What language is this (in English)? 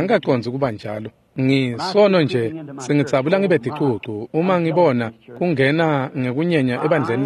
Swati